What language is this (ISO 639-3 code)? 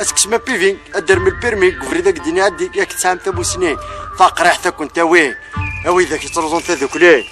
kab